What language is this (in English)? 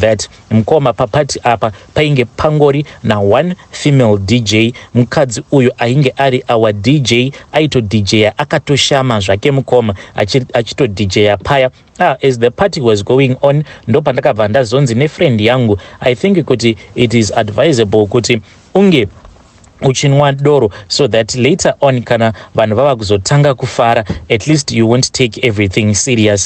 Shona